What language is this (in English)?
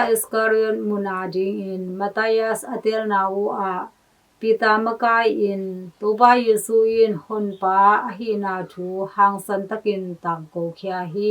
Tedim Chin